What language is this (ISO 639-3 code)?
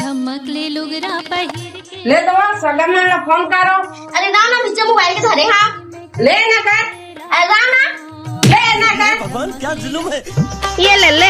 hne